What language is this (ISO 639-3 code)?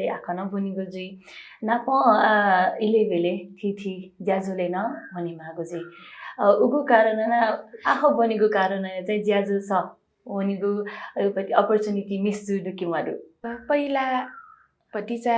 new